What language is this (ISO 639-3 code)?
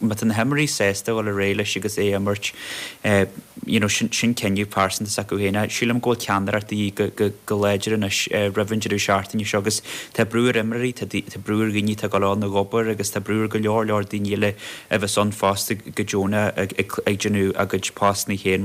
gle